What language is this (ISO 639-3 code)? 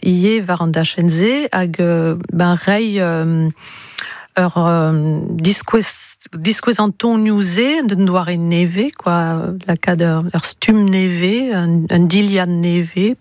bre